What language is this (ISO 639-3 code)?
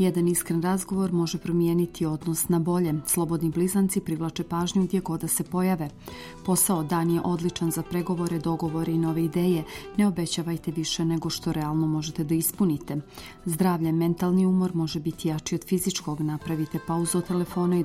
srp